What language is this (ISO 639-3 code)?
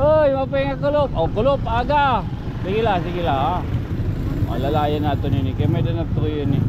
war